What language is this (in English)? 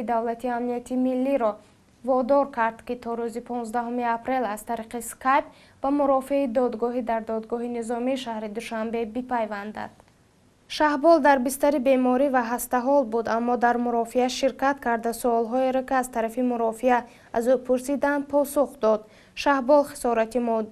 Tajik